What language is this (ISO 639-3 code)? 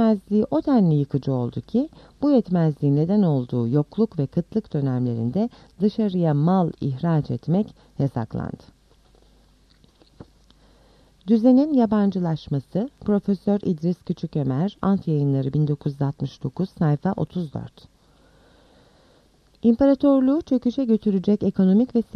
tur